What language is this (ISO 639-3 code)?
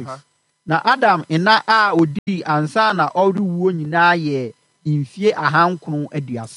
aka